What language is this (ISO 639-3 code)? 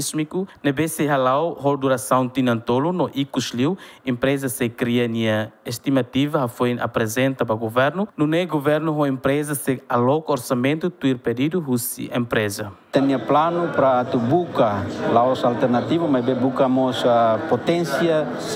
tet